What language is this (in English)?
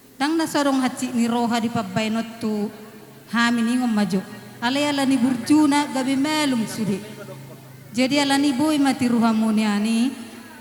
Batak Toba